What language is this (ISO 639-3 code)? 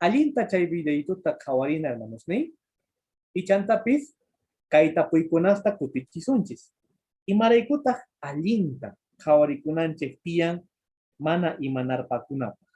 que